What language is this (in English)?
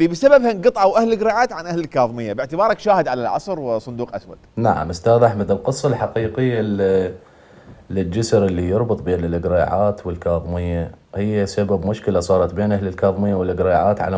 Mesopotamian Arabic